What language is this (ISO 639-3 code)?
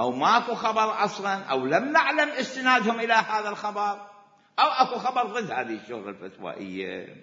acm